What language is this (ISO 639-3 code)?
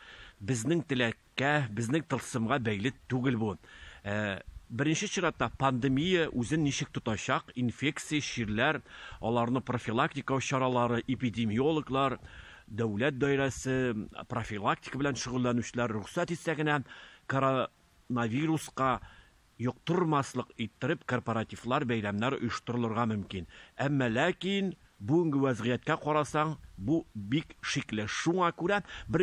tat